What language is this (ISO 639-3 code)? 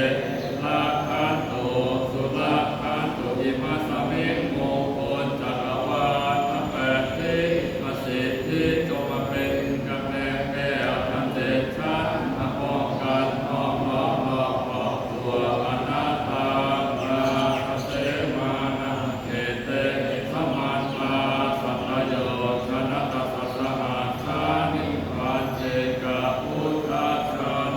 pli